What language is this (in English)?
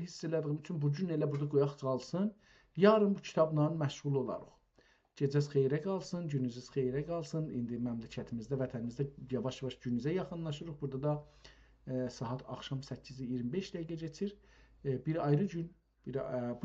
South Azerbaijani